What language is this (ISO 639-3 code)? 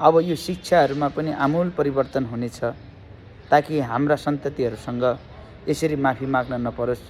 nep